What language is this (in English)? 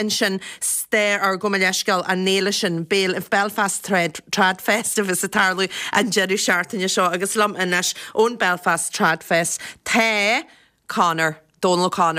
Irish